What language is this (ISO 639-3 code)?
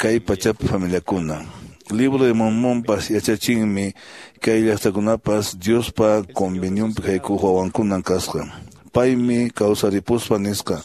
que